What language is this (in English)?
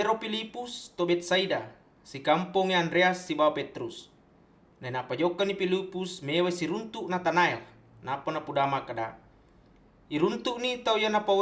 Buginese